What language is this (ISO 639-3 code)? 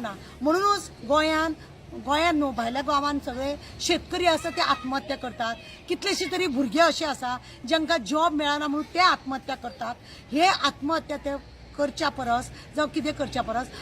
kok